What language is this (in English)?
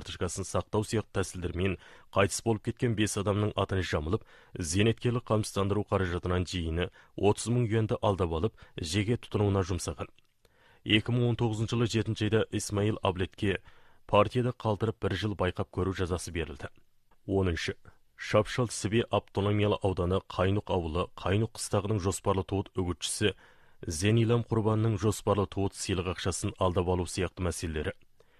Kazakh